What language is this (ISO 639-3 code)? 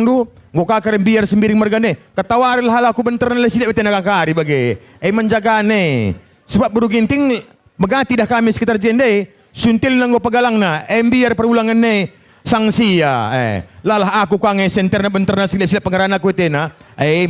btx